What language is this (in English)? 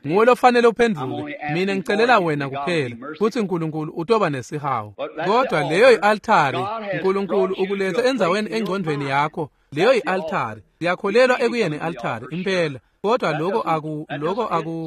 Swati